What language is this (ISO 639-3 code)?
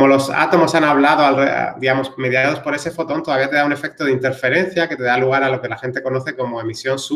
spa